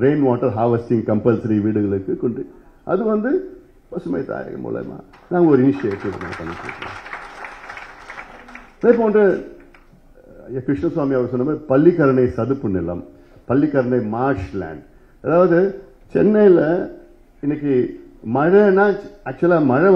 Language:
Tamil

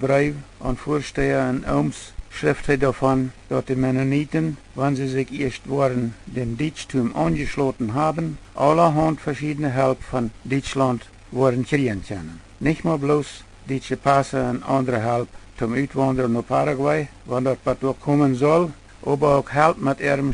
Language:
Plautdietsch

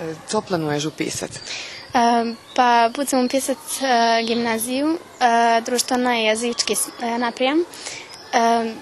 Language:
Rusyn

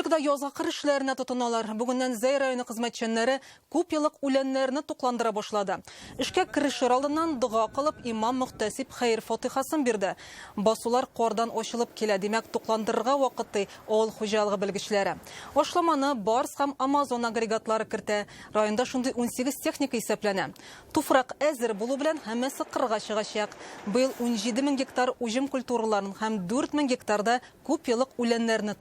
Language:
Tatar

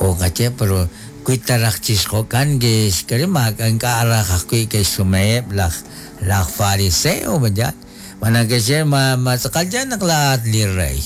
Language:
Kekchí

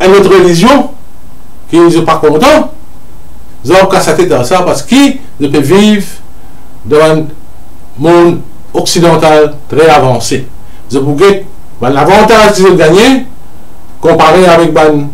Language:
Morisyen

